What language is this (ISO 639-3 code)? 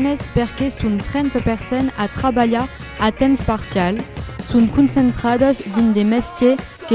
oci